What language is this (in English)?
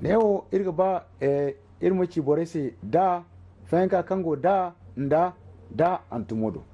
Zarma